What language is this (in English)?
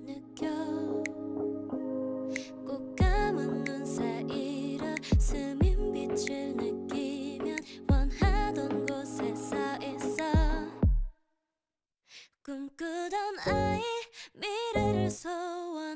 Korean